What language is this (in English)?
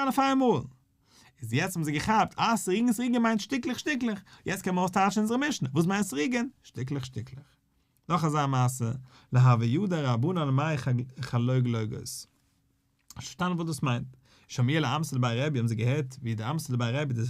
Yiddish